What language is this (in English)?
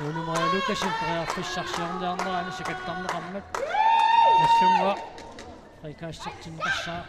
Kalaallisut